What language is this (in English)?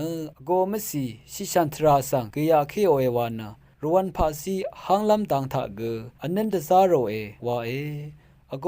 Rawang